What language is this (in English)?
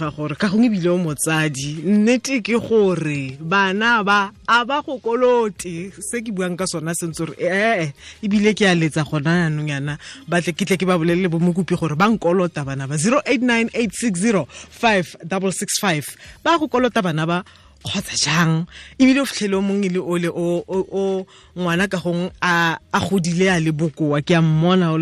Tswana